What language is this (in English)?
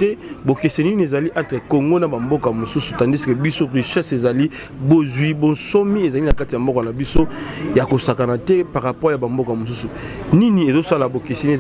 Lingala